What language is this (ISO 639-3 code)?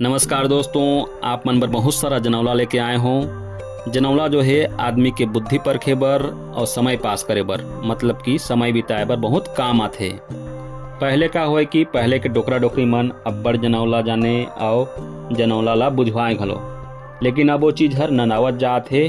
hne